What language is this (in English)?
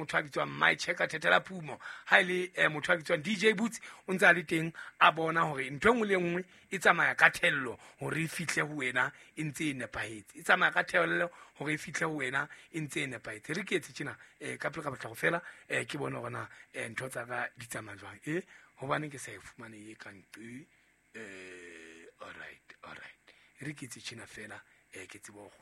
Southern Sotho